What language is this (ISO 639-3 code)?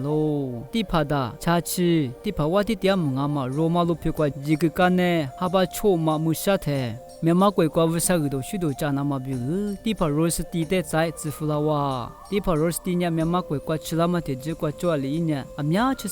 lis